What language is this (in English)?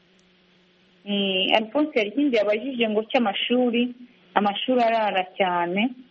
Kinyarwanda